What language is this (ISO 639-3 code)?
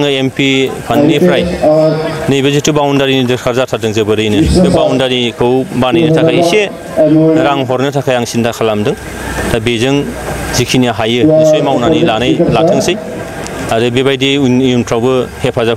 brx